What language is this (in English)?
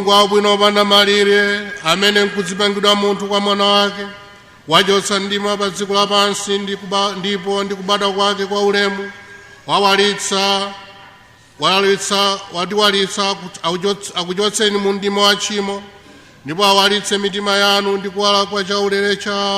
Nyanja